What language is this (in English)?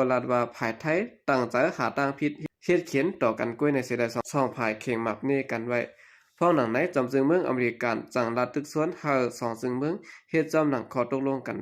Shan